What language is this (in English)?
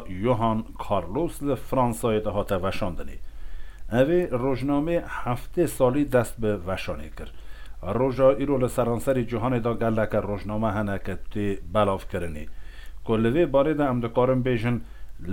Kurdish